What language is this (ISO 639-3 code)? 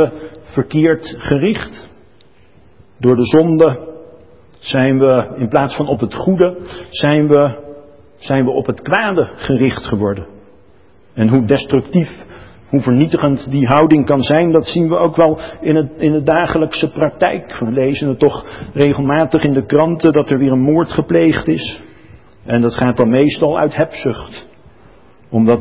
nld